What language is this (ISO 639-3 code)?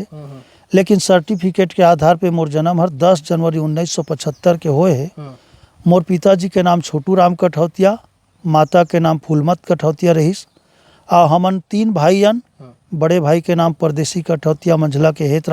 hne